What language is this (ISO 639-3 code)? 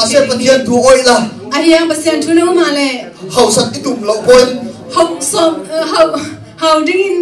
ctd